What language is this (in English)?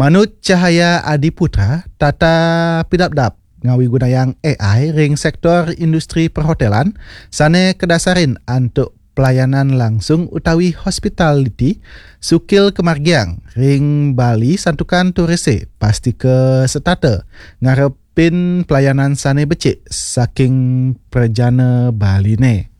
Balinese